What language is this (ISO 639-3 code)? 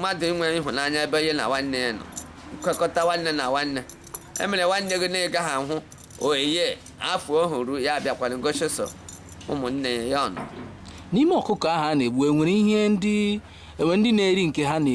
ibo